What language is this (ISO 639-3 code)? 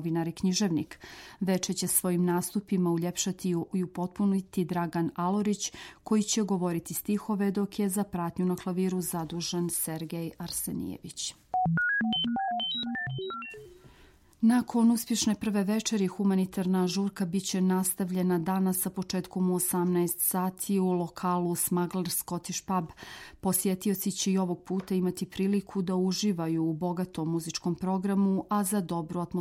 srp